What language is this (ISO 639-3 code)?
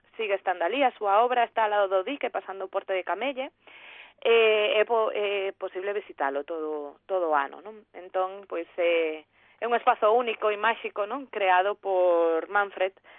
glg